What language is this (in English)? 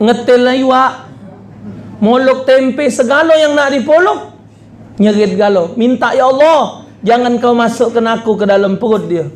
Musi